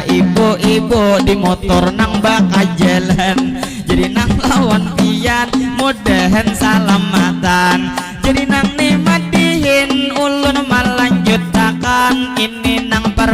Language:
Banjar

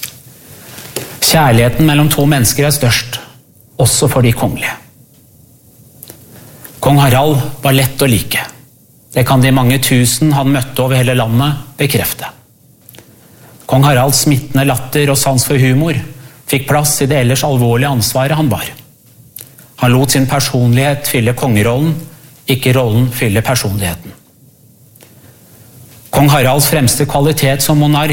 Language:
Norwegian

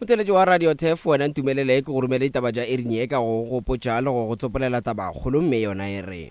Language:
Northern Sotho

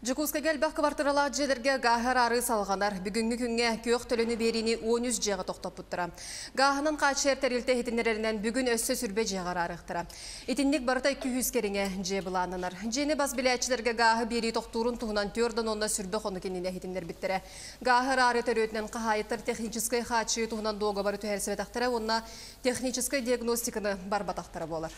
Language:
Yakut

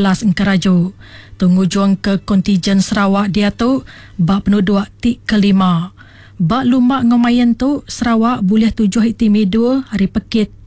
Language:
Iban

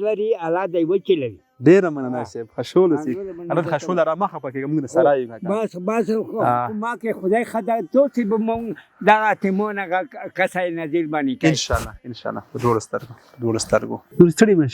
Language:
Pashto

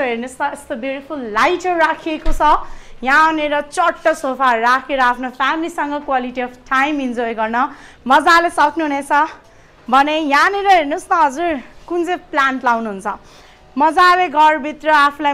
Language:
Nepali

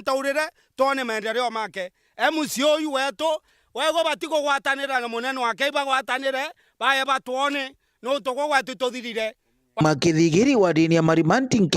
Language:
Meru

